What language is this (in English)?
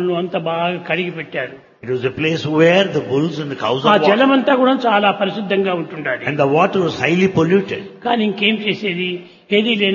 Telugu